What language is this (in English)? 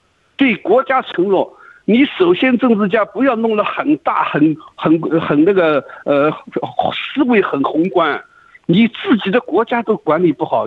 Chinese